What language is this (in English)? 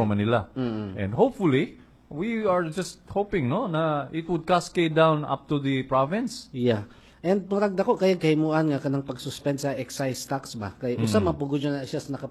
Cebuano